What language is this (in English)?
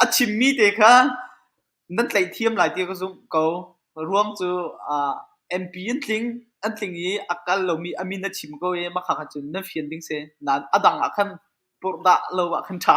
Hakha Chin